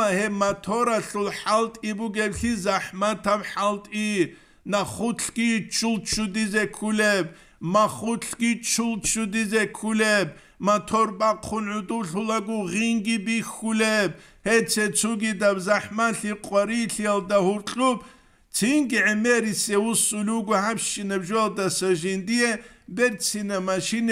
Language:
Avaric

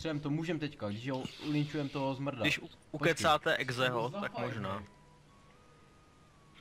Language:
Czech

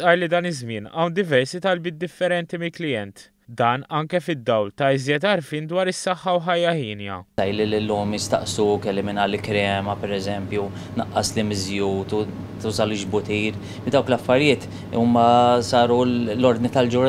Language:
Maltese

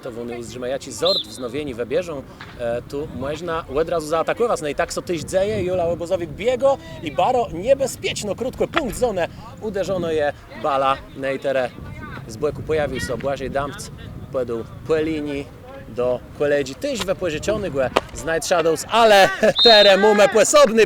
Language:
Kashubian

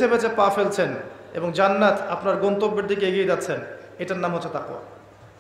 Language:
Bangla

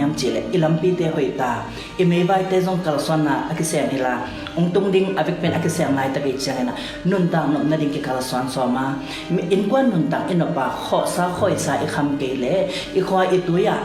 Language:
Tedim Chin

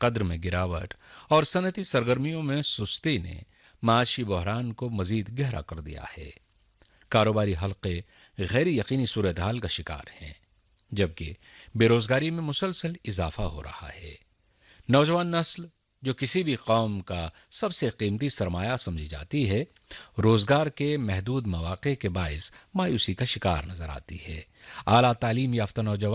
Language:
Urdu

